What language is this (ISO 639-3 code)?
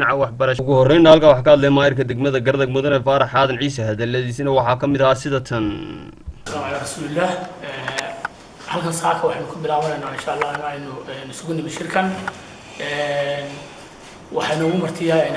som